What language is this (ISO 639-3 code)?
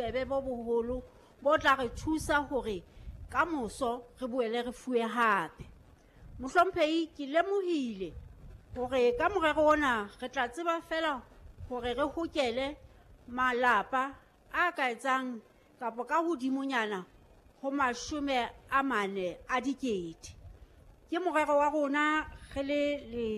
sot